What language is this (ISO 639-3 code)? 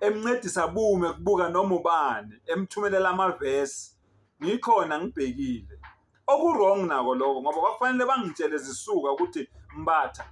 zul